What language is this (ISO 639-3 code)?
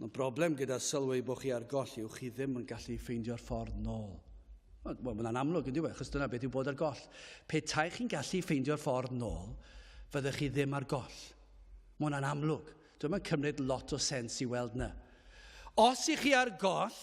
cym